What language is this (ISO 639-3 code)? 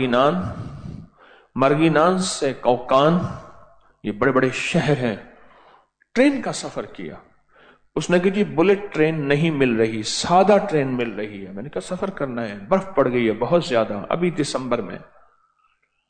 urd